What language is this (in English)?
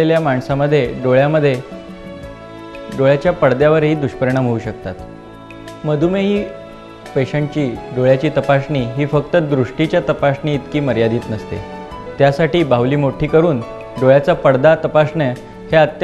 Marathi